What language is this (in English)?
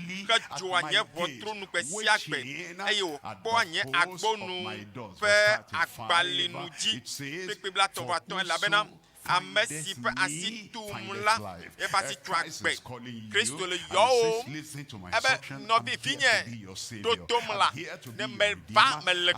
Ewe